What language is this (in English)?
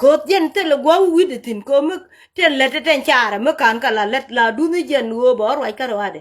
Nuer